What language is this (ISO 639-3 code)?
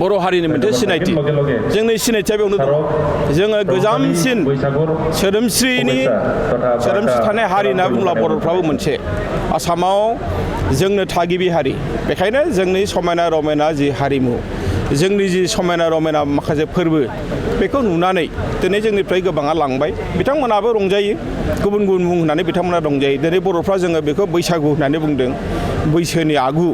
brx